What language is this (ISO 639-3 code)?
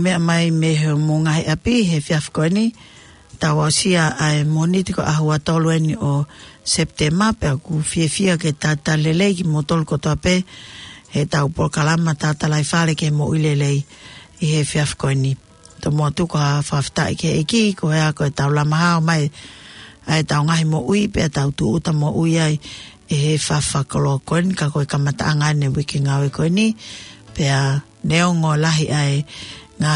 ton